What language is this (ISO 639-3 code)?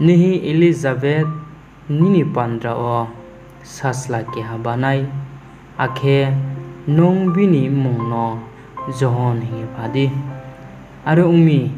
ria